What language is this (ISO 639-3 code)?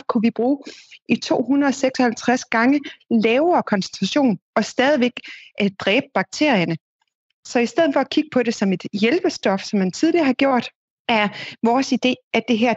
dan